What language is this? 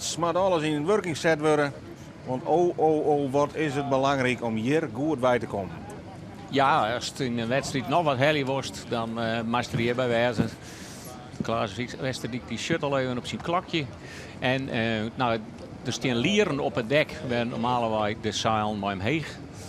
Western Frisian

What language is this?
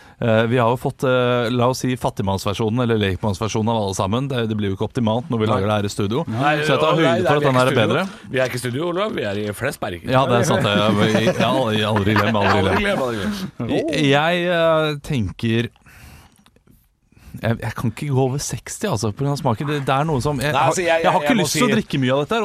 Norwegian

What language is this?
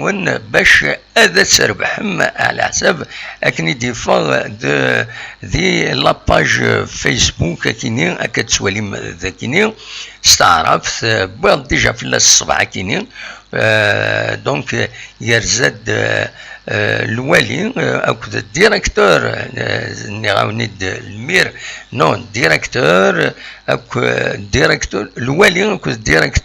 Kabyle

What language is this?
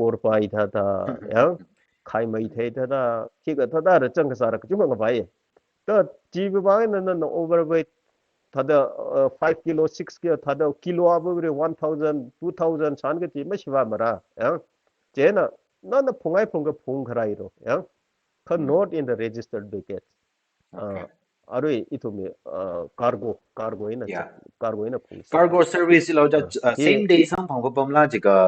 Tangkhul Naga (India)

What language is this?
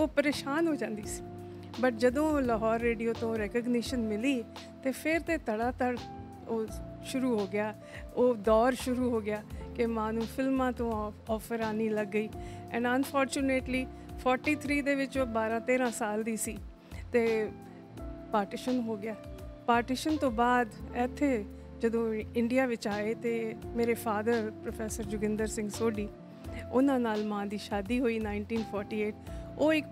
Punjabi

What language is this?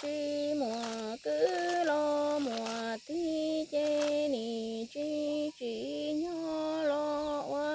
Hmong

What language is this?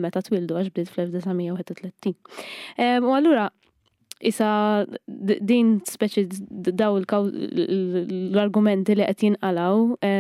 Maltese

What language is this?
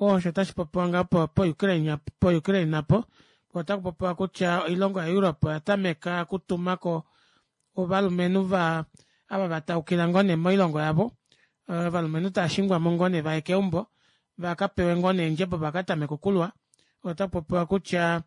Kuanyama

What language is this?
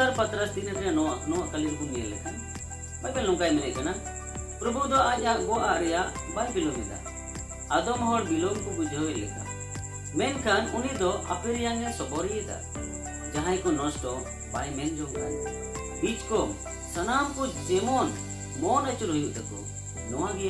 Santali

